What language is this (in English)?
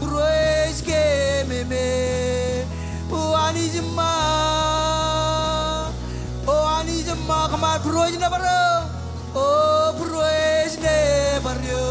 Marshallese